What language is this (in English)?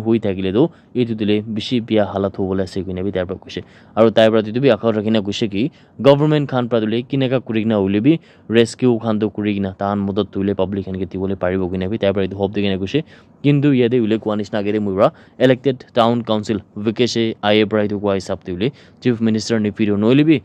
Naga Pidgin